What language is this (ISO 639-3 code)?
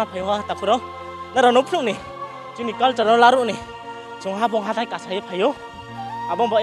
ria